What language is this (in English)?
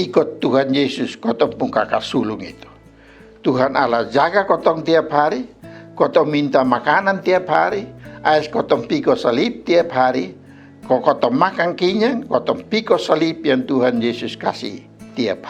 Kupang Malay